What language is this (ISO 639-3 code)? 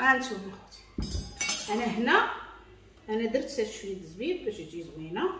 ary